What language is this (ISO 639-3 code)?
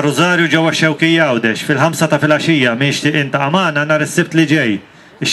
mlt